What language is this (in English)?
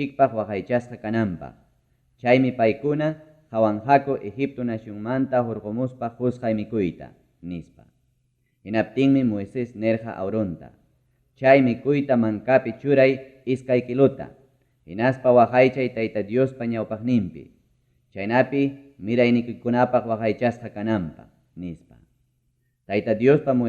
Ayacucho Quechua